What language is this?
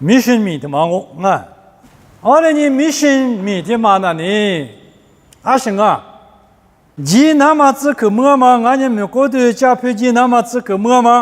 Lisu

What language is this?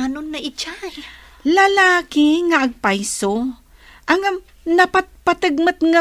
Iloko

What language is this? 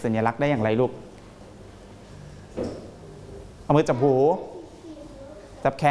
Thai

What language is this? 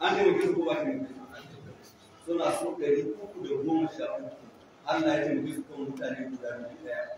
Hausa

